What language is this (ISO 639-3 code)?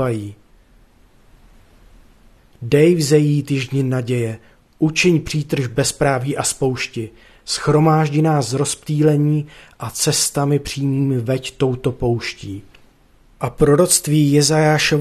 ces